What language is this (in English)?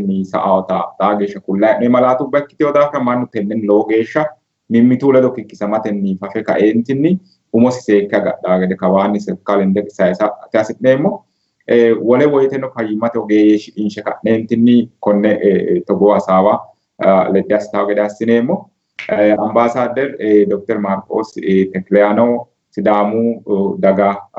Sidamo